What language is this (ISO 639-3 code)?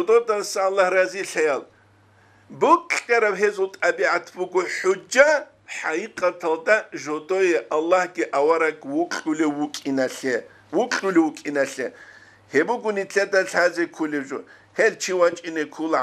ava